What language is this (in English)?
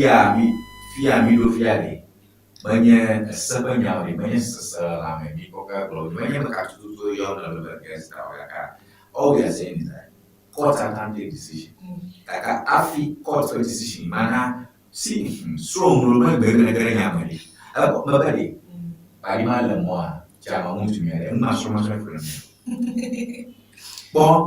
Ewe